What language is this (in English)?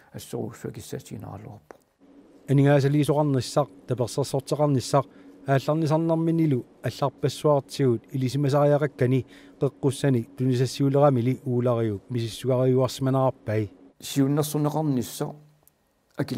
Kalaallisut